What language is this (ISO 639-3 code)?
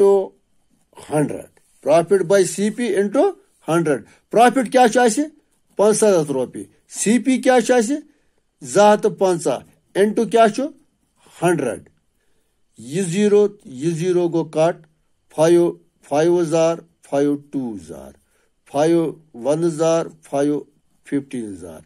kas